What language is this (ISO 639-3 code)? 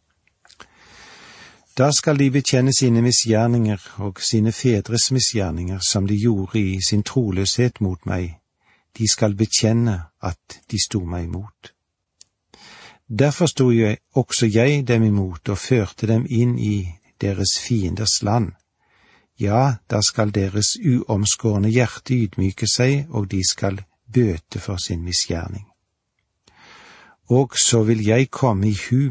nor